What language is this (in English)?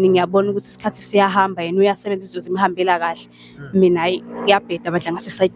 Zulu